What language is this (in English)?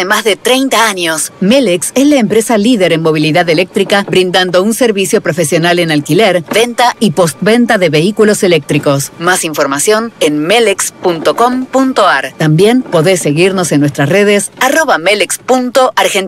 Spanish